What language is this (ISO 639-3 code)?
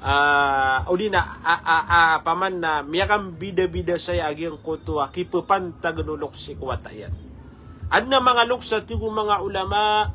mrw